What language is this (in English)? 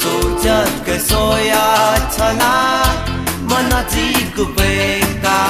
Newari